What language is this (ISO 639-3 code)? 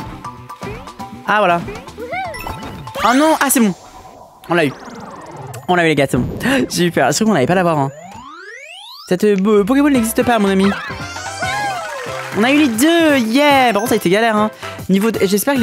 fra